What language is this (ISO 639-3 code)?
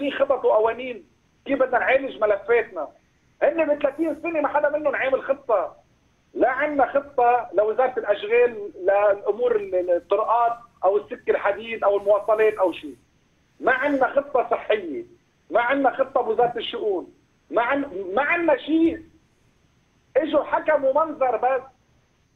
apc